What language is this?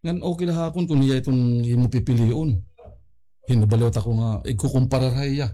Waray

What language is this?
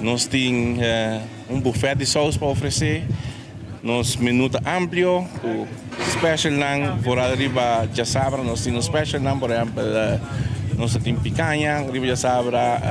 Papiamento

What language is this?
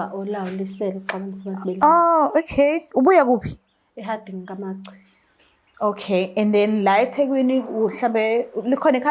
Zulu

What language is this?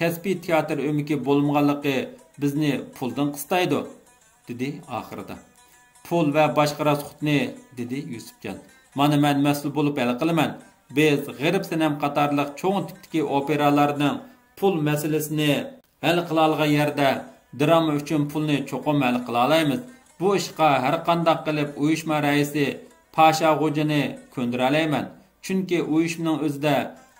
Uyghur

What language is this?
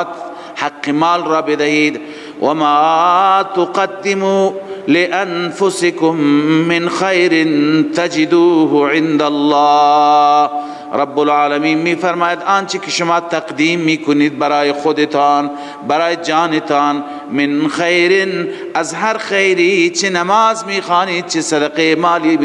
Persian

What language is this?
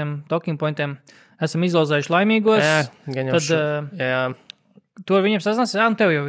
Latvian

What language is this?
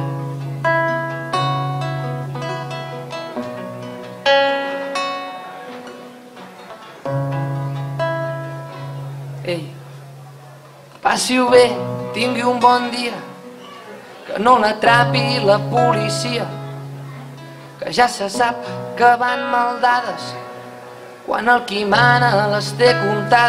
Catalan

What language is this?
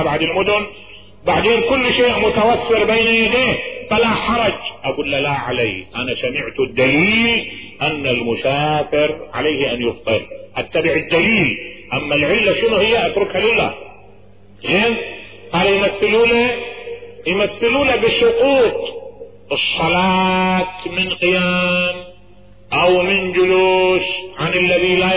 Mesopotamian Arabic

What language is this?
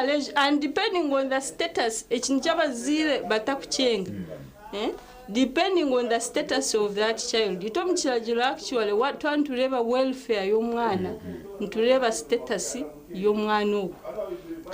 Nyankole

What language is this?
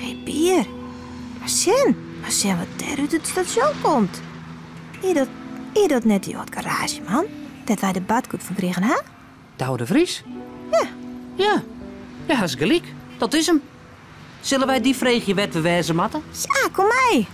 Western Frisian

